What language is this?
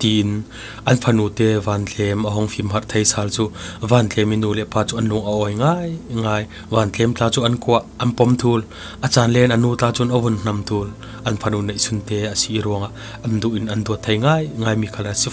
Falam Chin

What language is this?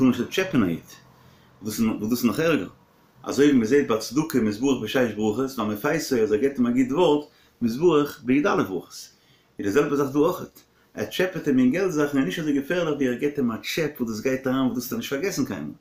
Yiddish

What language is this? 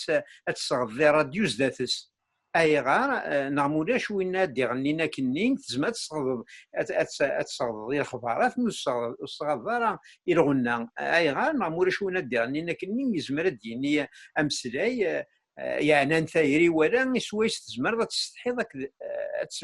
Kabyle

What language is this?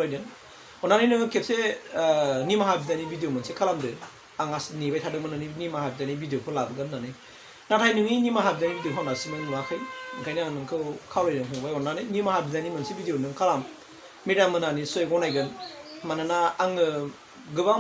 Bodo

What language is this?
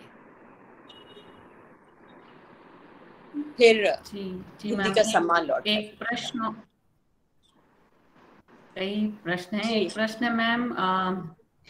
Hindi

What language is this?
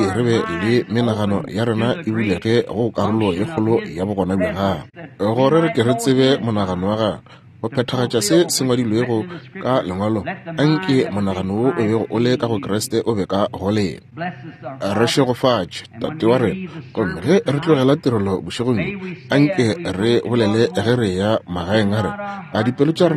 Northern Sotho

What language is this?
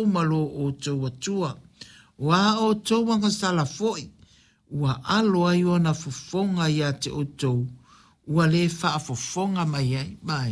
Samoan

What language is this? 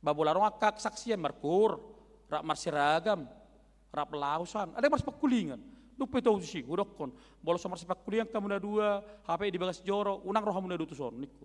Batak Toba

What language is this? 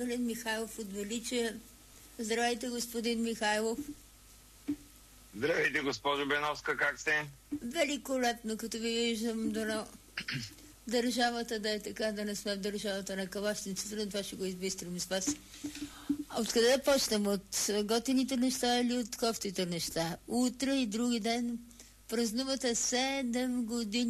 Bulgarian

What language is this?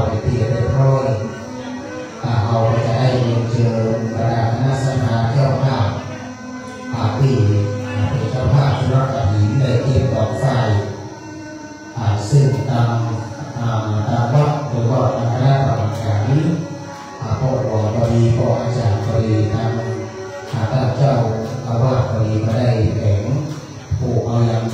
Thai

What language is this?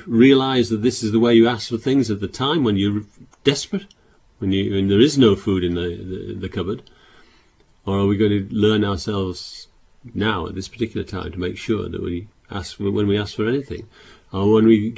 English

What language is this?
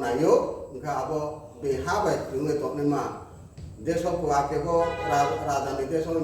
Riang (India)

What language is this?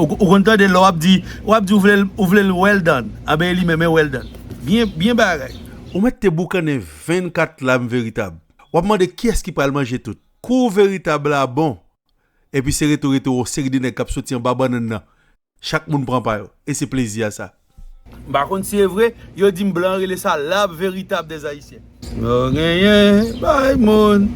Haitian Creole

